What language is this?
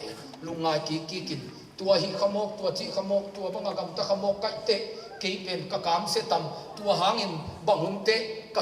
Tedim Chin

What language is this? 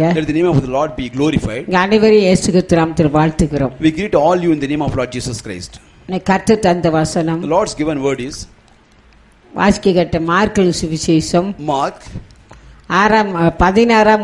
Tamil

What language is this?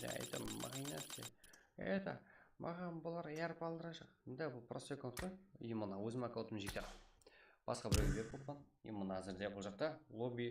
Kara-Kalpak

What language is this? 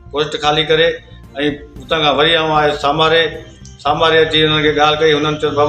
Sindhi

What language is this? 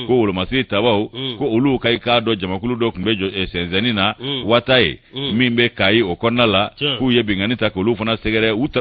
Bambara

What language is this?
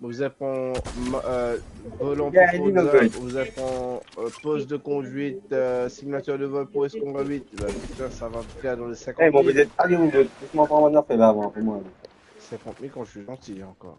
Morisyen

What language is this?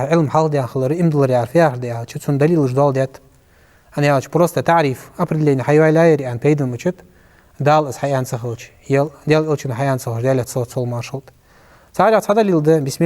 Ingush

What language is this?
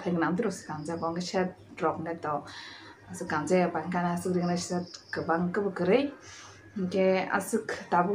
Kok Borok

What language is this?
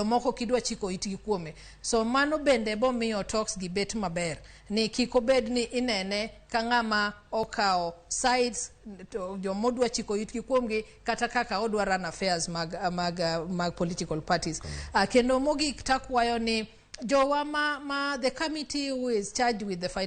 Luo (Kenya and Tanzania)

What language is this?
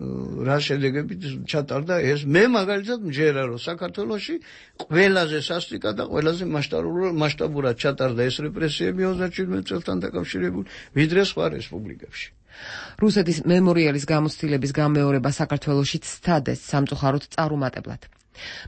Georgian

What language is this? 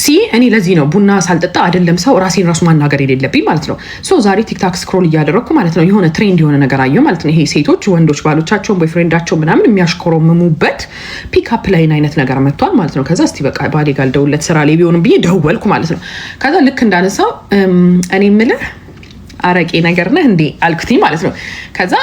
Amharic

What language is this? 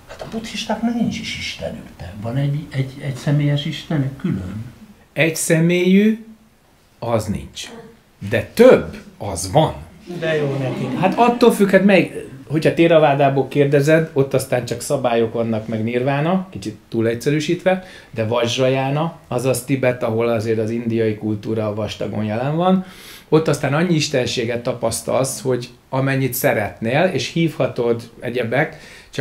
Hungarian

